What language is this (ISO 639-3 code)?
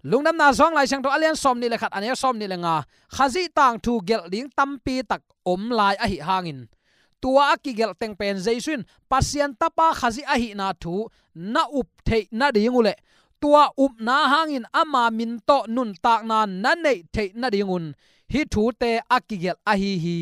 ctd